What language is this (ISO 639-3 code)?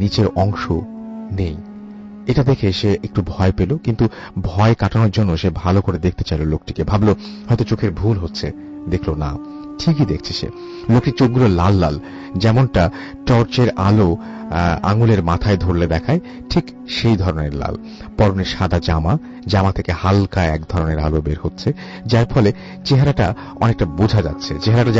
ben